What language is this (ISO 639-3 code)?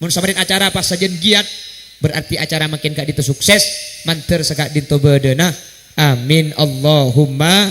mad